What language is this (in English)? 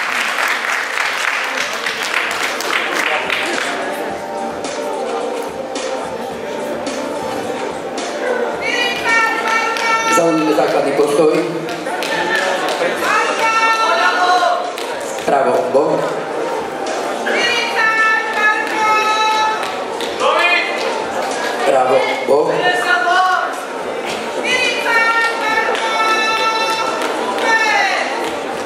Slovak